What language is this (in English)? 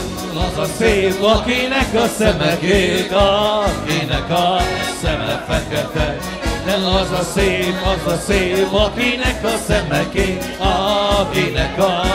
Hungarian